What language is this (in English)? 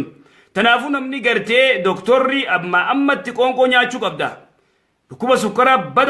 Oromo